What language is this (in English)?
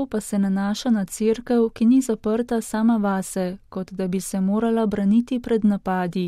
Slovenian